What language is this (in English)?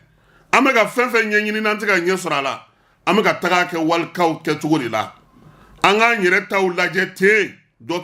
Bambara